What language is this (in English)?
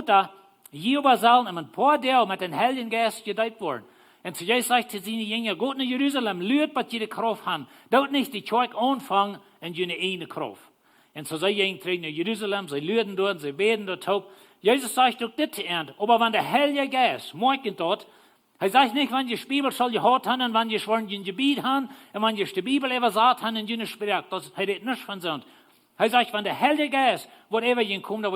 Plautdietsch